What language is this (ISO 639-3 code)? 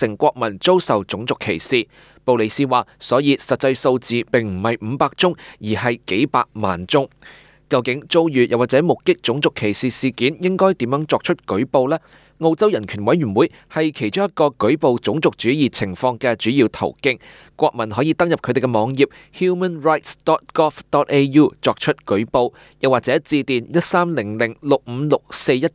yue